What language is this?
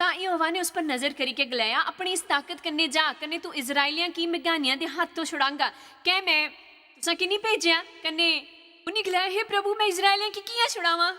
Dogri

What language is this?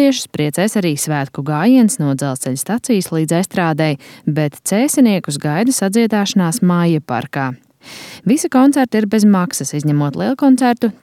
Latvian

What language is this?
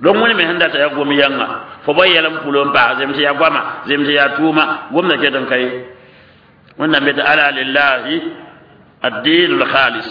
Mossi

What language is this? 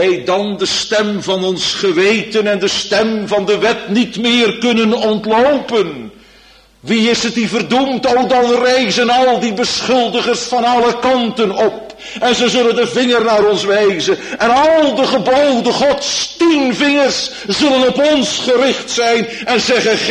Dutch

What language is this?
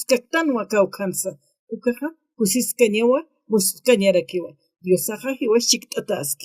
Aymara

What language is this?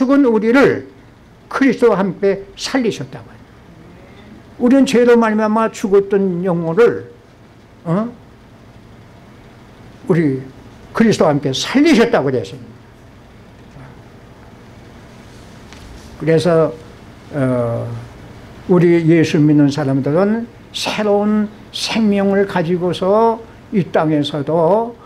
Korean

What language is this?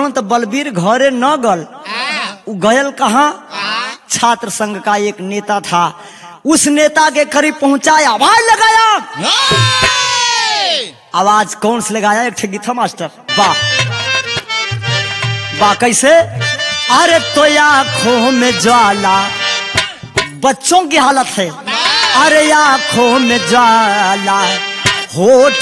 Bhojpuri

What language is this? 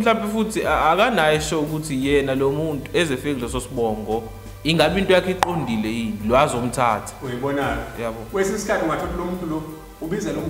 Zulu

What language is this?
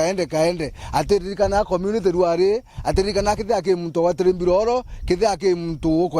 Meru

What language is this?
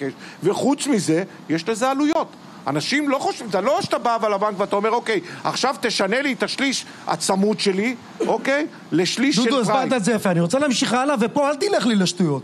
Hebrew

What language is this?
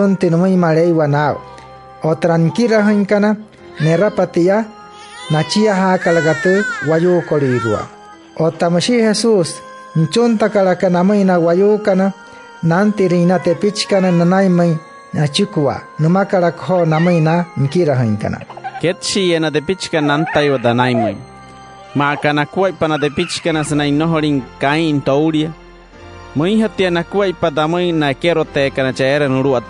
Wayuu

